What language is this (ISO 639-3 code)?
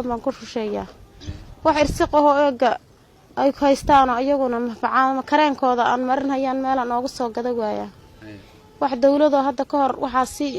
som